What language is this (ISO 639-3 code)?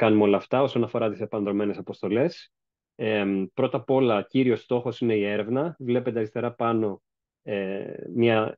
ell